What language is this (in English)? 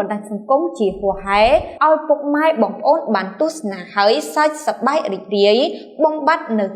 Khmer